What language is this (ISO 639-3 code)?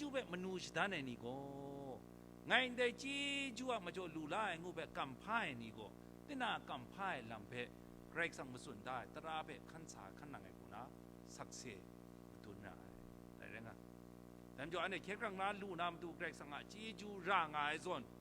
kac